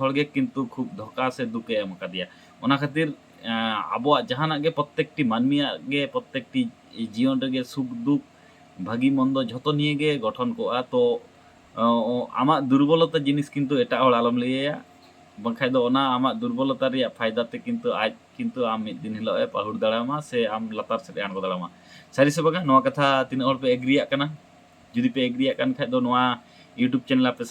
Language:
Santali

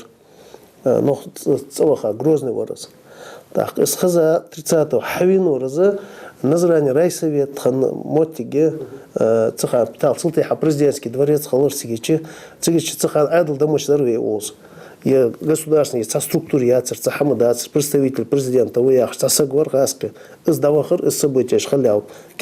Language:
Ingush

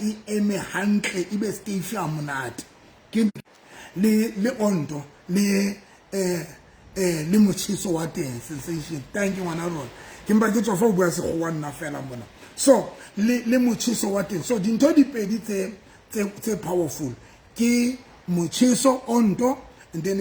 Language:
Southern Sotho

